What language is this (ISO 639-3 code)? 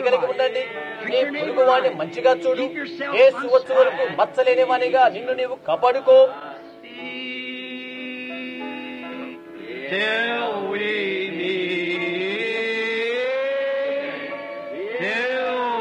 tel